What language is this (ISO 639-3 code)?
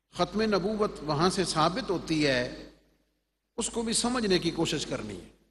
urd